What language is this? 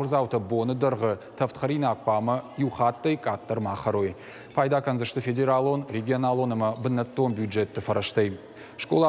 Ossetic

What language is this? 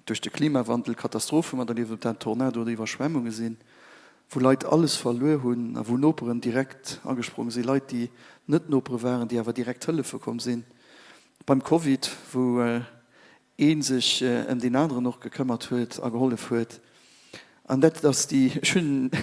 Luxembourgish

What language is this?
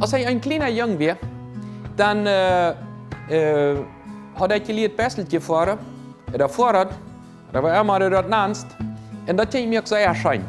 Plautdietsch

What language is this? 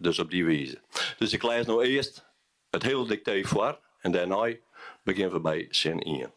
Western Frisian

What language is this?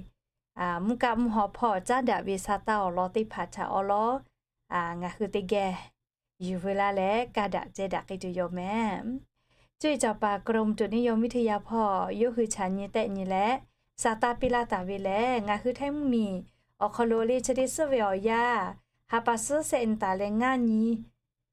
Lahu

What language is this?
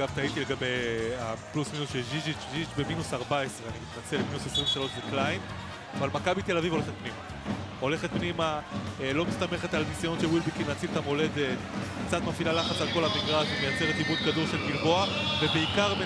Hebrew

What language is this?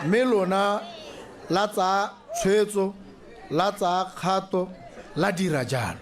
Tswana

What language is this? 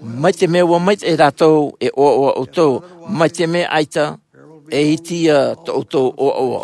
Tahitian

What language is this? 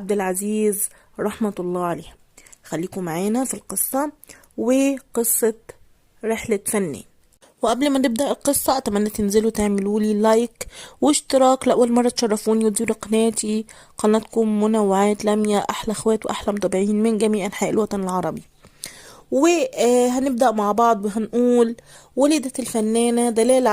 Egyptian Arabic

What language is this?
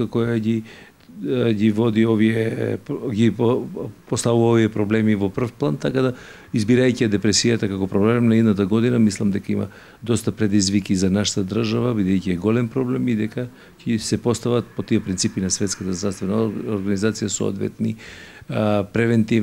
Macedonian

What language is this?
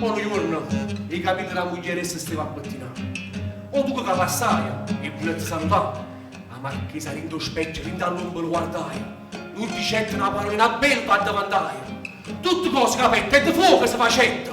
Neapolitan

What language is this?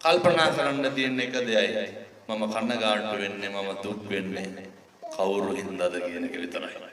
Sinhala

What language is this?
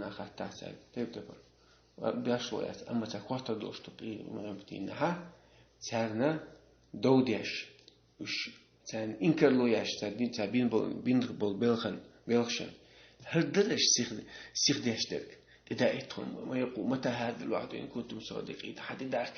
Chechen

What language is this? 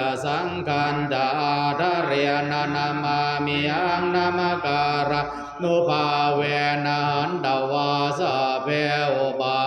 Pali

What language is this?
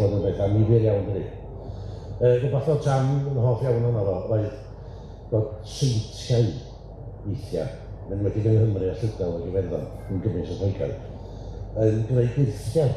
Welsh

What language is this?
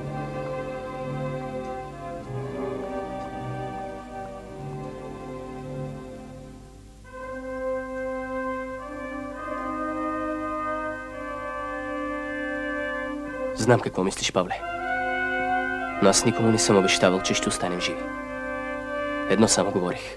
Bulgarian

